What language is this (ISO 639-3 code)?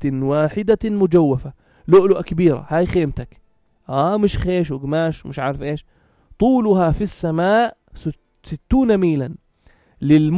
apc